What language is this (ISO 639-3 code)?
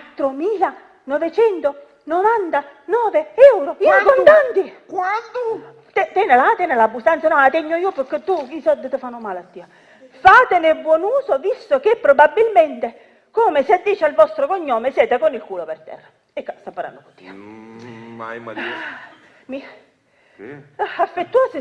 scn